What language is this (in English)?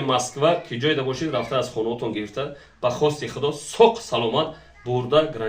Tajik